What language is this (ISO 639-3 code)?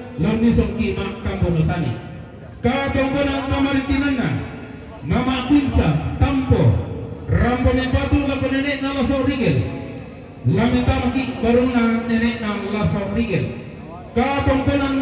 sda